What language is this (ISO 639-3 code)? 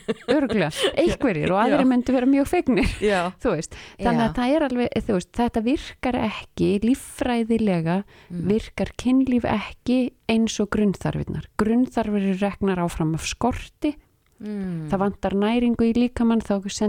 isl